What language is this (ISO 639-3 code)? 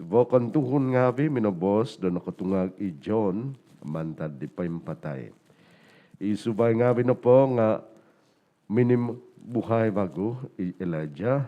dtp